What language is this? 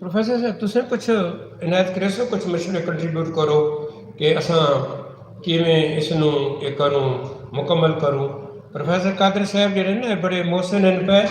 Saraiki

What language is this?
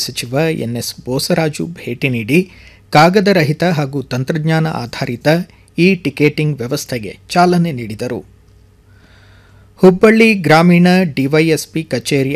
Kannada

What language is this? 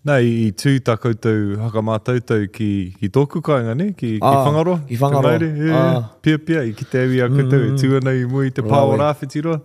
Māori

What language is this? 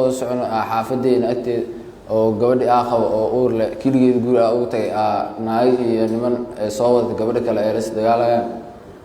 Somali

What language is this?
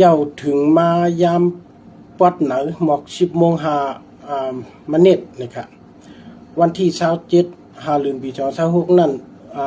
Shan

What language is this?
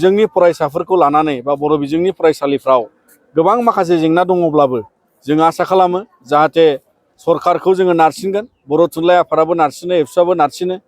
Bodo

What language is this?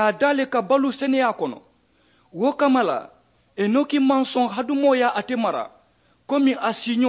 Mandingo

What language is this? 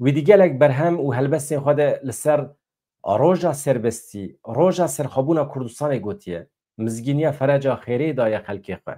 Kurdish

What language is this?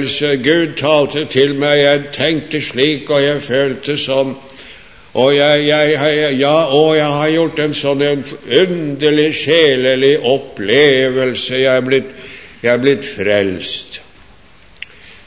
Norwegian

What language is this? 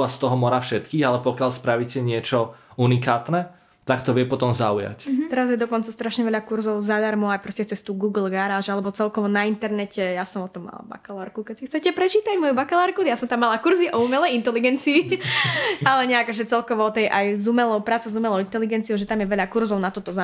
Slovak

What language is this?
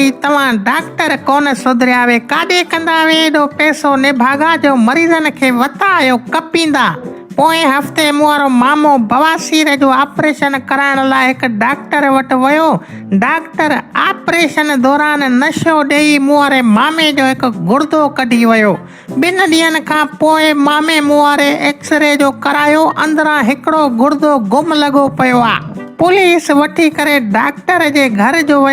Sindhi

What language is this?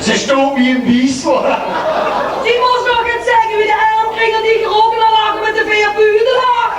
Limburgish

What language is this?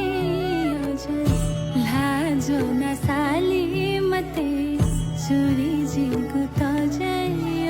Newari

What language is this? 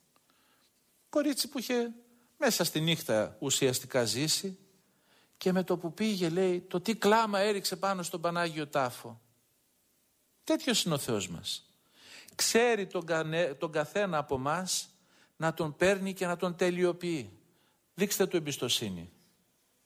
Greek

